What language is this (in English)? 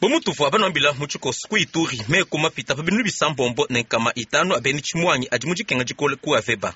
Luba-Lulua